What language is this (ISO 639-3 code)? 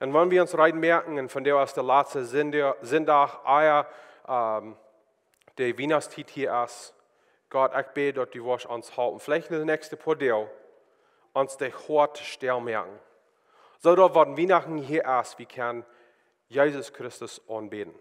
pdt